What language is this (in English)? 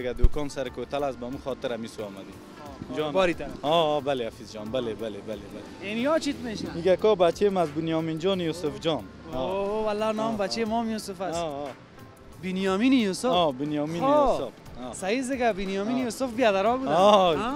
Persian